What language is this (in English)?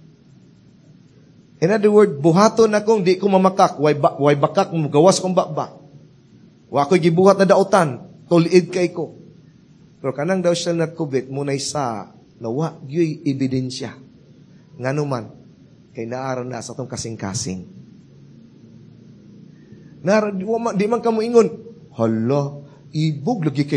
Cebuano